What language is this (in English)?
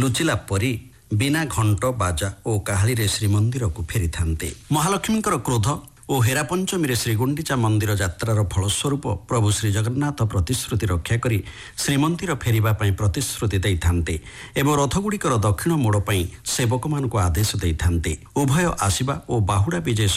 Odia